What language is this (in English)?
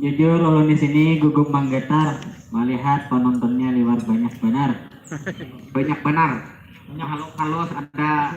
Banjar